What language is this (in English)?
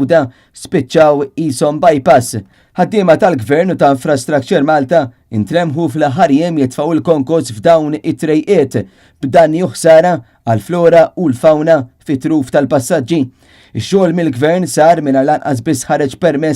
Maltese